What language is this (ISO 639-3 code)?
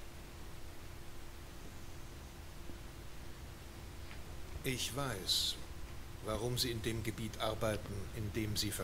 deu